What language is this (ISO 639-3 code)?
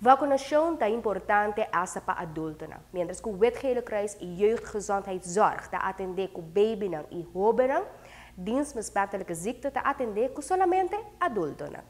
pap